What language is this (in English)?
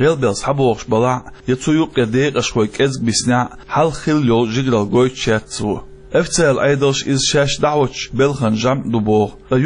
Chechen